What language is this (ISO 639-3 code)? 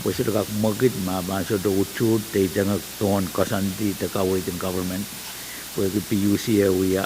pon